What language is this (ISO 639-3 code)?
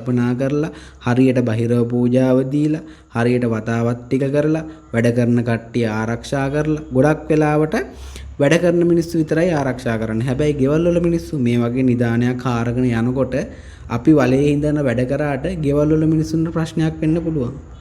sin